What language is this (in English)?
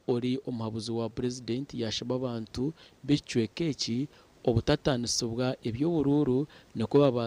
Nyankole